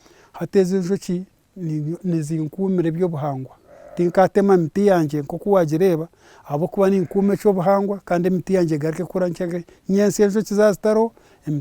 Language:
Nyankole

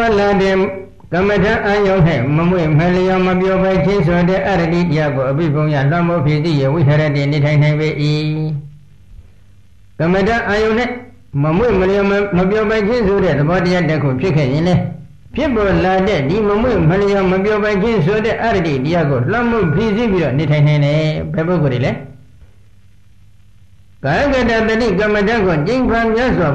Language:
Burmese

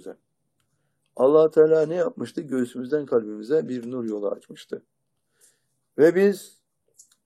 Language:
Turkish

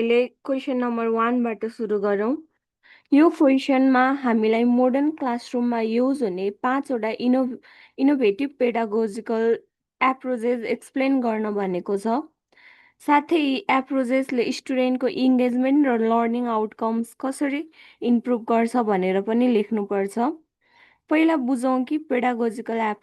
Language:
Nepali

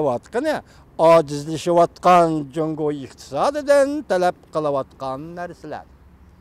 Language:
Uyghur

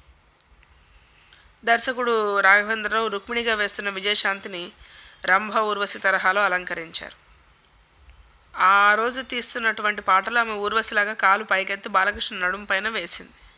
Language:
Telugu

